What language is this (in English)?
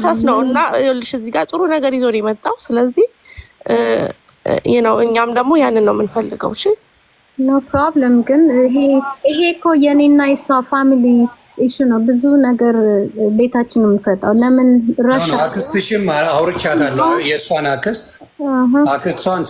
Amharic